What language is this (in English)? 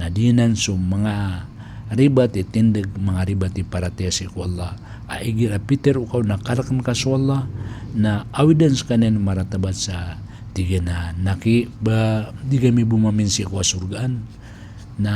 Maranao